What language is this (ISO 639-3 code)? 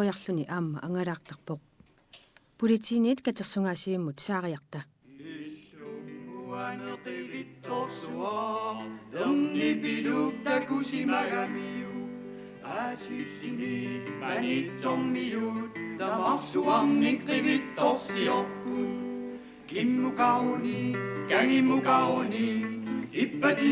kal